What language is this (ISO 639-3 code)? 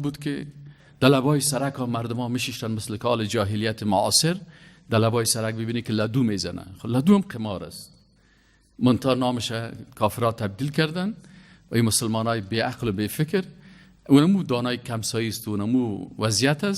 fas